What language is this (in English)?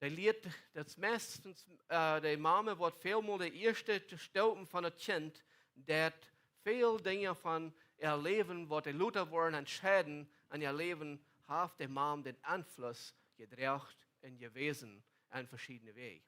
Plautdietsch